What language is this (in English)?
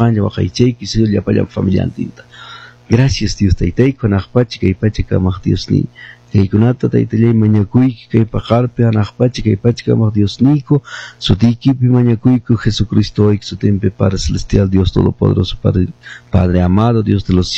Quechua